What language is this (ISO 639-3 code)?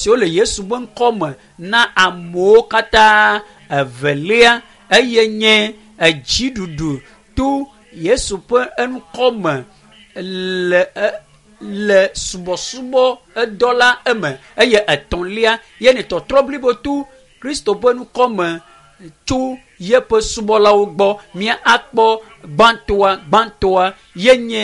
ewe